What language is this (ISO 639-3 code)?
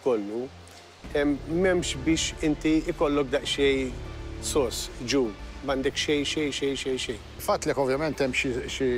mlt